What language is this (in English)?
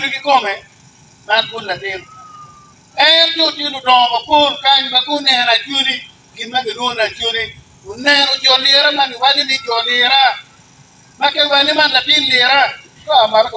Acoli